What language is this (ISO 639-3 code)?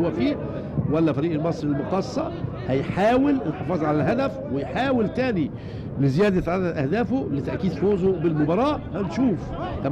arz